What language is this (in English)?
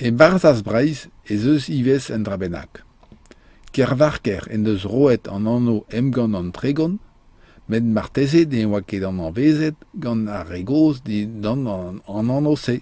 Breton